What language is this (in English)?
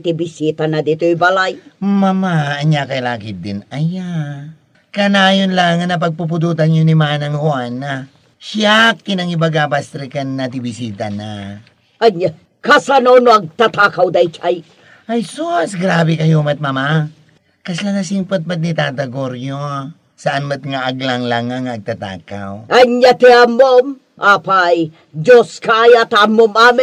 Iloko